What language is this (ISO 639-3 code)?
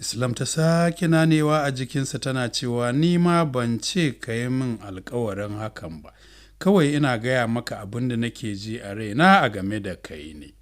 hau